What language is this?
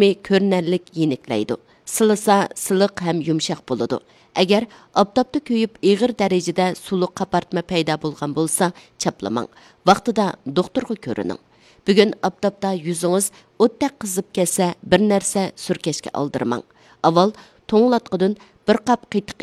Uyghur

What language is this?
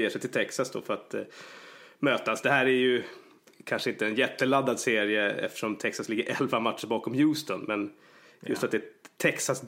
Swedish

